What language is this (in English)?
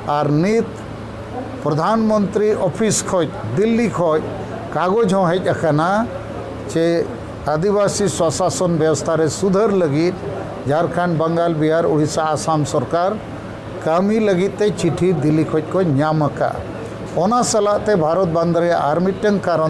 Santali